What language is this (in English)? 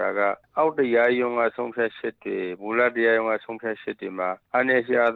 Burmese